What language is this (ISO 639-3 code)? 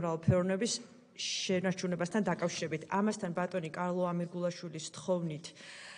kat